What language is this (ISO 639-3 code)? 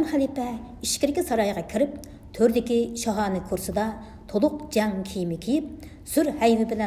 uig